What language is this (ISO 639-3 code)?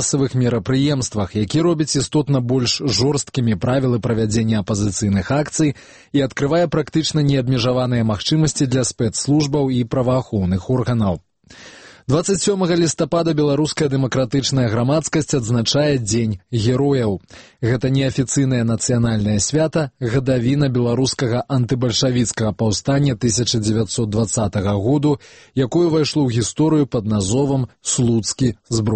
bel